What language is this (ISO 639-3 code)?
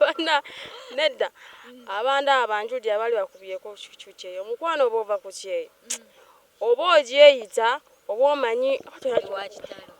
lug